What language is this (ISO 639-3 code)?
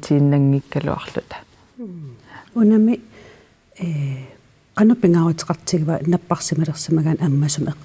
kal